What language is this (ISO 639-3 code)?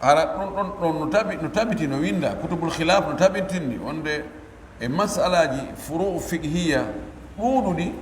fuf